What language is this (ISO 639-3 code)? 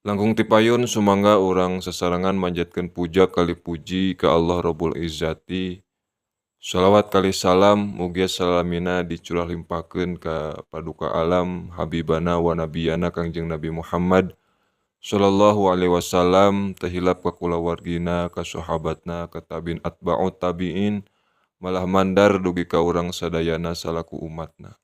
sun